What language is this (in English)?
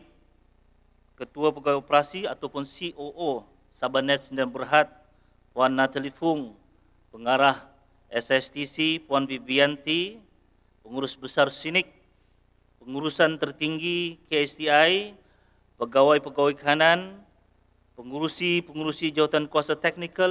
Malay